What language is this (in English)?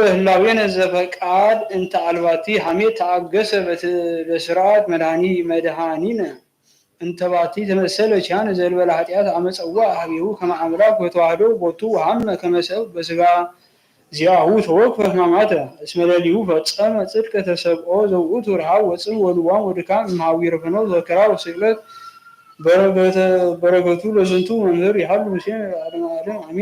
Geez